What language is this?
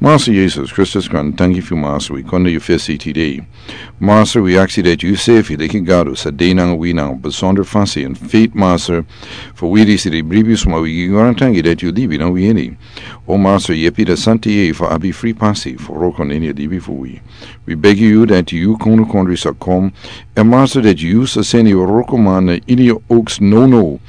Sranan Tongo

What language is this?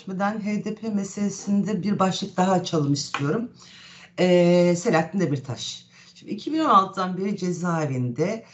Turkish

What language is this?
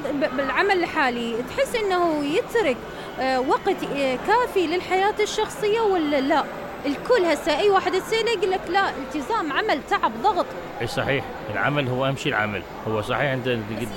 Mesopotamian Arabic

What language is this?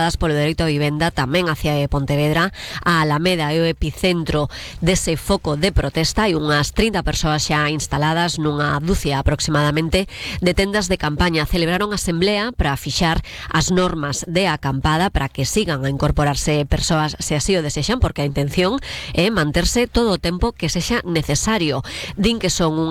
Galician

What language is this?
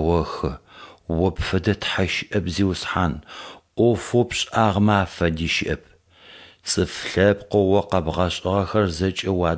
Adyghe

